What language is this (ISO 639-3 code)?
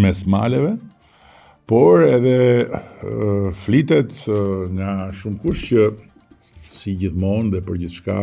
sqi